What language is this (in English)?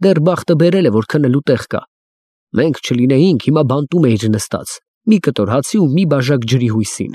Armenian